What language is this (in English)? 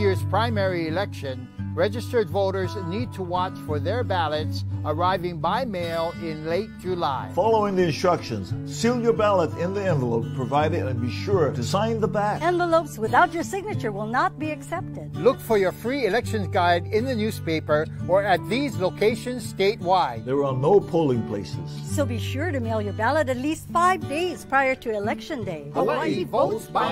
English